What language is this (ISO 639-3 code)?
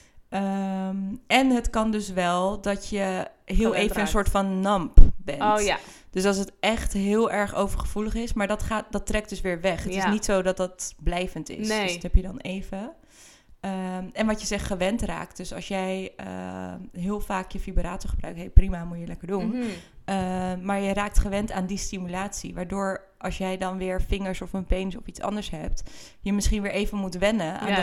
nld